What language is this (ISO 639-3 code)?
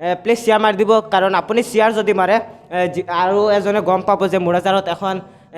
asm